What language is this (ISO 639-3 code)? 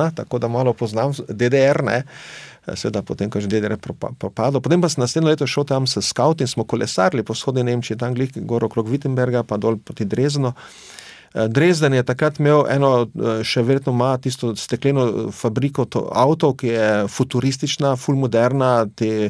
slv